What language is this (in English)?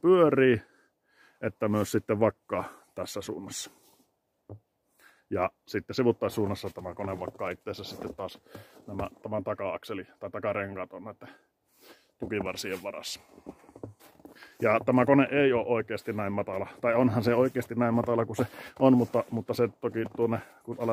Finnish